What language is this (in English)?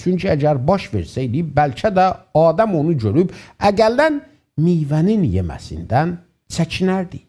South Azerbaijani